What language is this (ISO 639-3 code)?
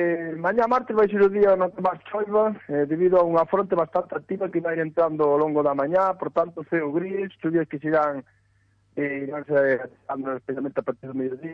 glg